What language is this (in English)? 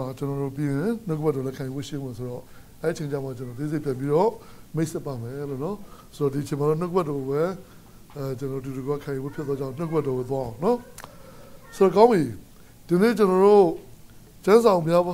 Burmese